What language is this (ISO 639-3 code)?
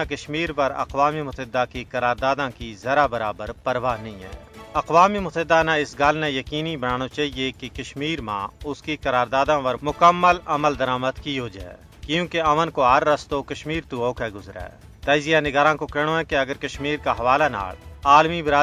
gju